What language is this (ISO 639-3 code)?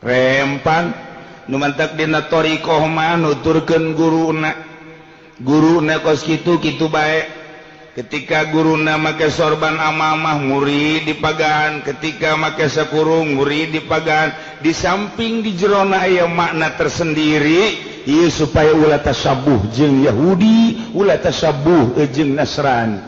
sun